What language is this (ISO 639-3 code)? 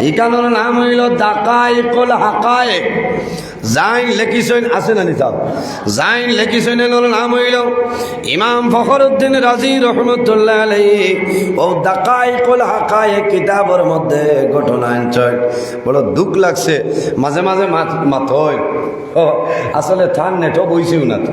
syl